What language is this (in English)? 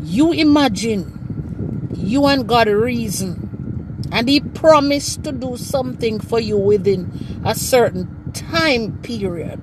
Jamaican Creole English